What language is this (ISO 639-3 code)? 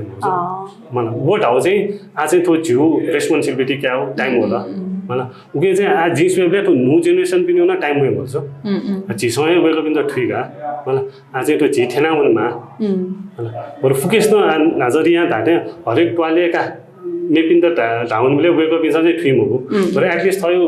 new